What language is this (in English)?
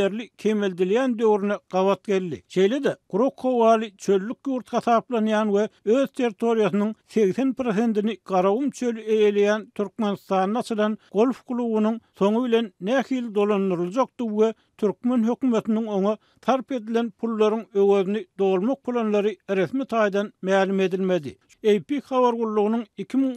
Turkmen